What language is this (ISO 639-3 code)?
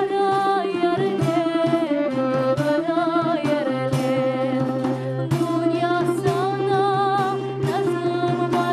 crh